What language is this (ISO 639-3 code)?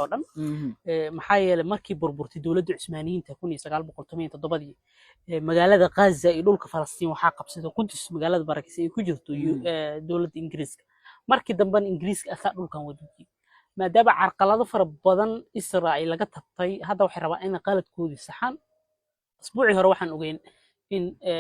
som